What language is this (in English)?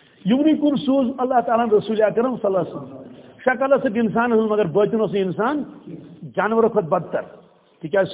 Kashmiri